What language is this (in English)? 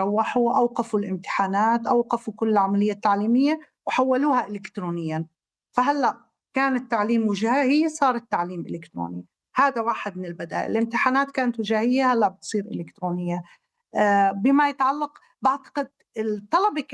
North Levantine Arabic